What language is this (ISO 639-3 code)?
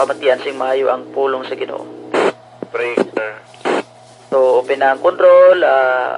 hil